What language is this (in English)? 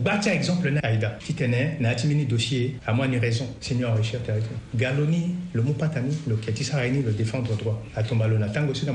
Sango